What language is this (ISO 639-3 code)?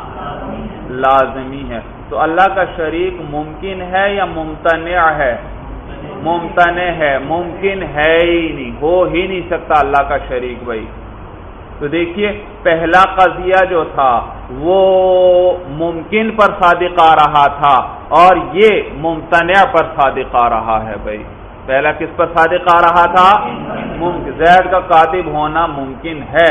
urd